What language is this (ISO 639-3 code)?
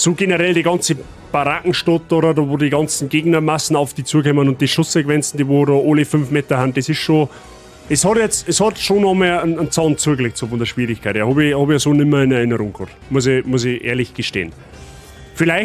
bar